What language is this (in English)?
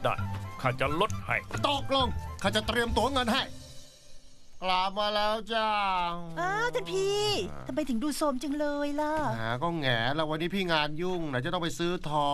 Thai